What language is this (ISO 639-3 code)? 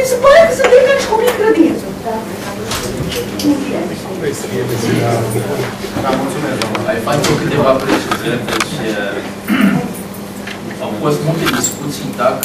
ron